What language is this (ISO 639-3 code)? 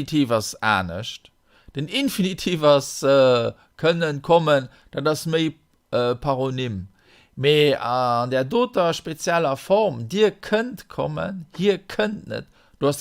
ltz